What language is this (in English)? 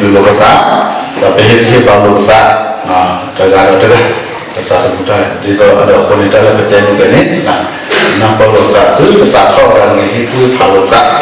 S'gaw Karen